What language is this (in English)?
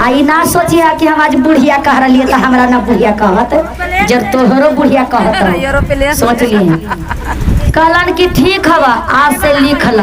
Magahi